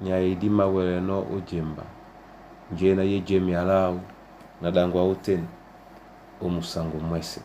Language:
Duala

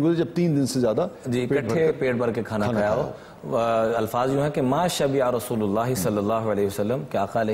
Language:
Urdu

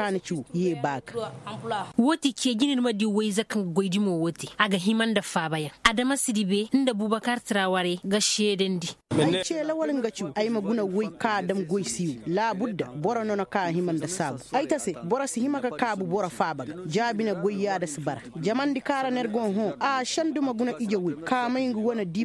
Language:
Koyraboro Senni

